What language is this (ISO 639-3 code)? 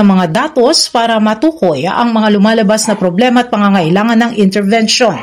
fil